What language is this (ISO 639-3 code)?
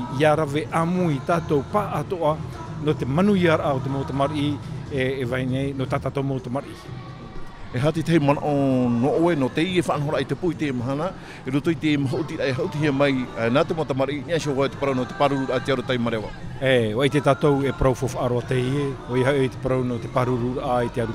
tah